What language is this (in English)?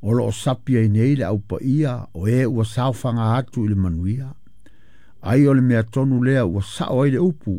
Samoan